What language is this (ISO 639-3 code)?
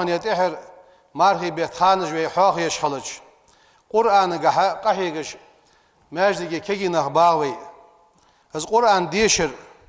inh